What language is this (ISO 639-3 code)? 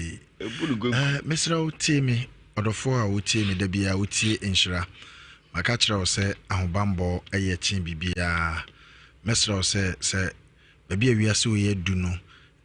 aka